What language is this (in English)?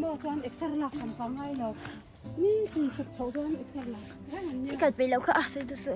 Mizo